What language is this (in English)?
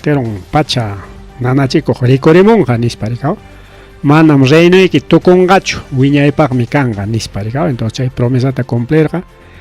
Ayacucho Quechua